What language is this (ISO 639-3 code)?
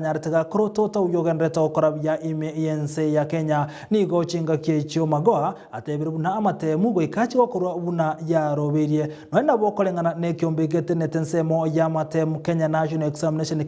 guz